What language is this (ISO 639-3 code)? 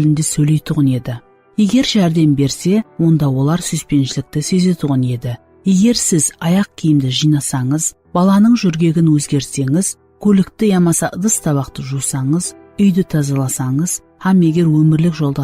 kaa